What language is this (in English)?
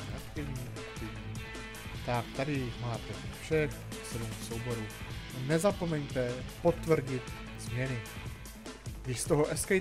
Czech